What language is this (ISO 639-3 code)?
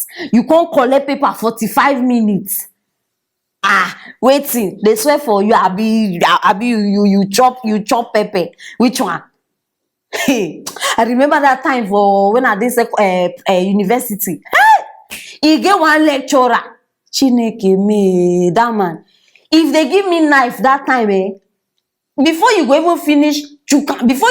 pcm